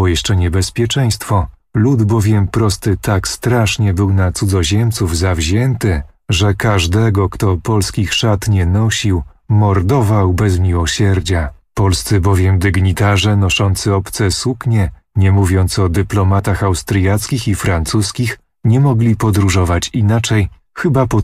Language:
Polish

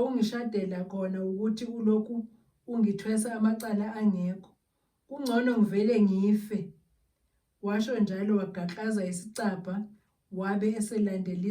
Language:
Zulu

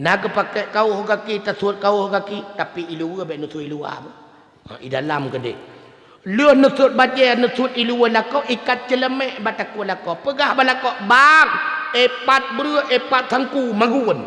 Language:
Achinese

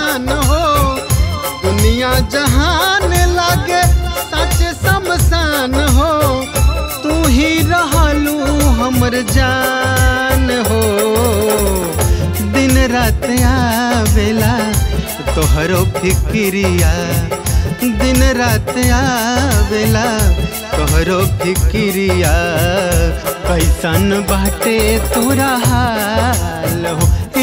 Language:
Bhojpuri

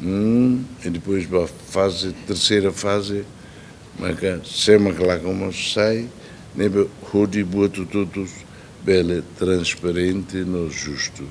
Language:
Tetum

